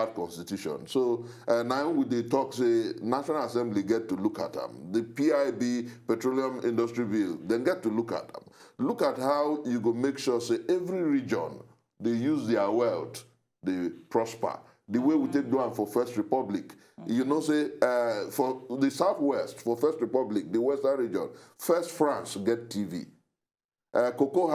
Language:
Nigerian Pidgin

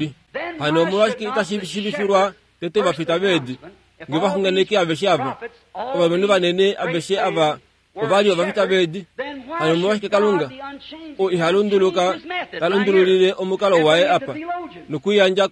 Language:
Kuanyama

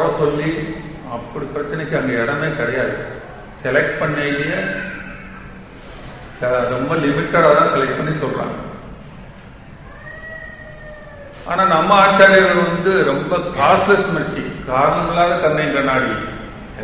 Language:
Tamil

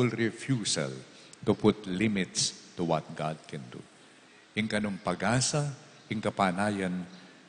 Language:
Pampanga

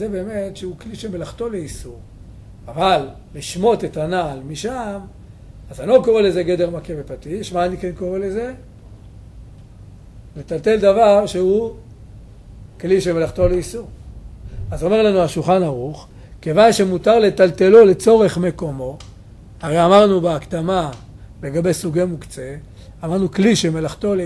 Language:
Hebrew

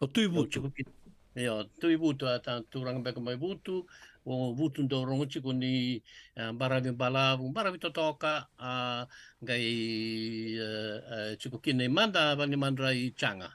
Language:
Fijian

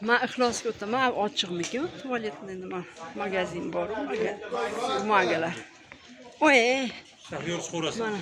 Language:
Uzbek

